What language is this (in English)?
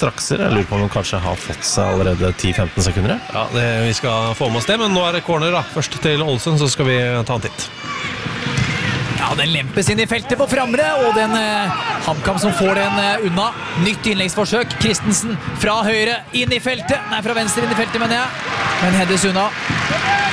Norwegian